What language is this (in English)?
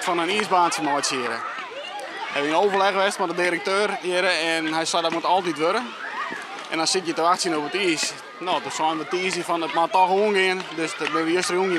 Western Frisian